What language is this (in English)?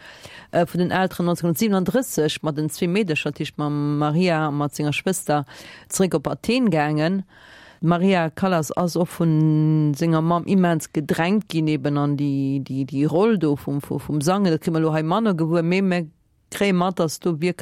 Luxembourgish